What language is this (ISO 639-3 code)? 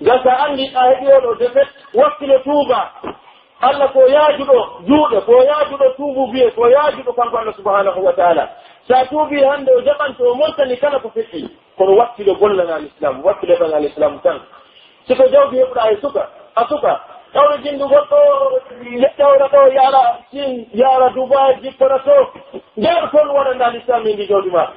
fuf